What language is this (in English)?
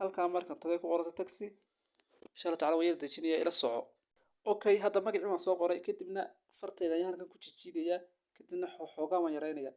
Somali